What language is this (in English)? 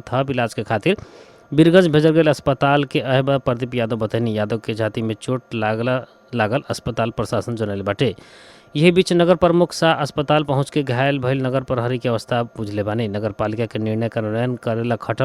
Bhojpuri